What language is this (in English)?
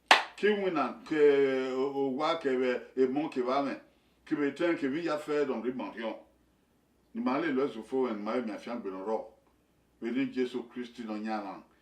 Bini